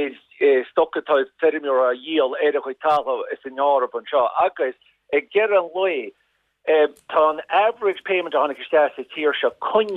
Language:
Irish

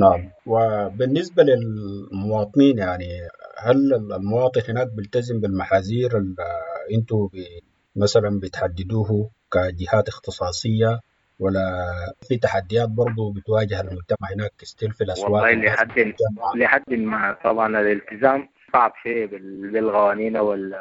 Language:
Sudanese Arabic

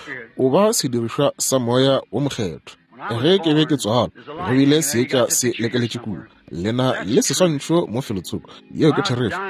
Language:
Northern Sotho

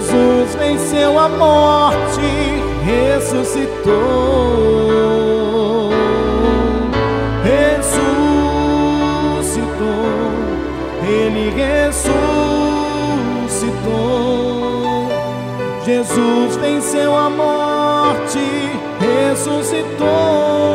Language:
Portuguese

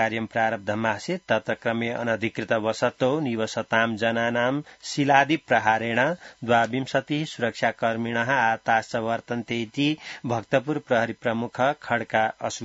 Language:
Sanskrit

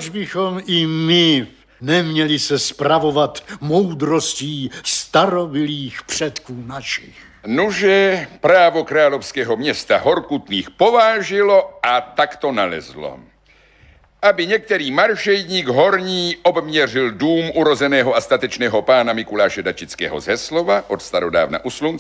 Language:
Czech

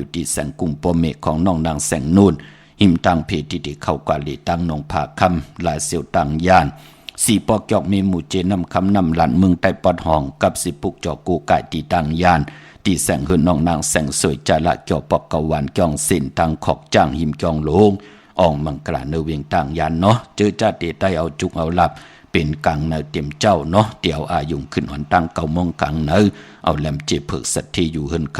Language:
Shan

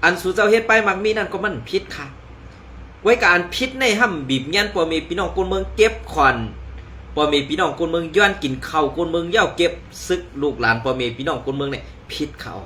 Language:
Shan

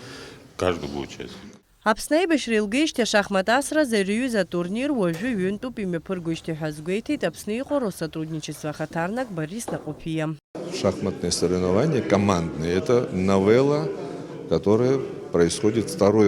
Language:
Abkhazian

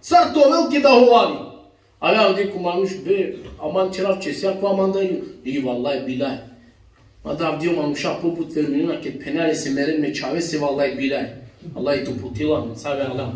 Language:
Balkan Romani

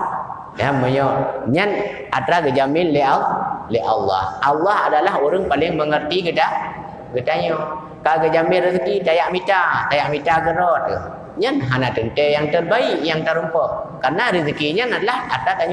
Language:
Achinese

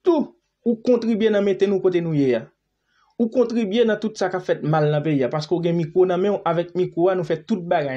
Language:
Haitian Creole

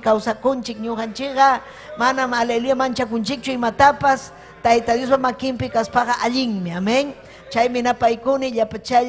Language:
Ayacucho Quechua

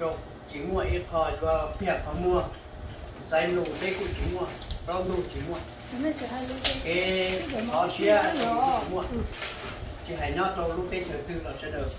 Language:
Hmong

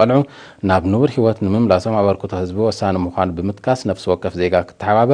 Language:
Tigrinya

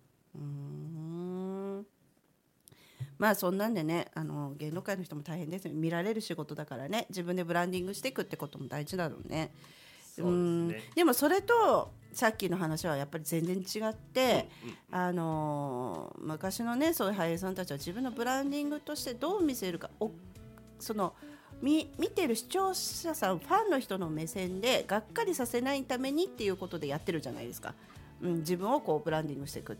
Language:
Japanese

